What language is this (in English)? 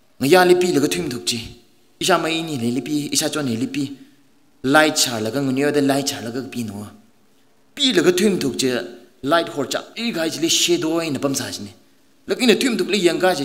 Tangkhul Naga (India)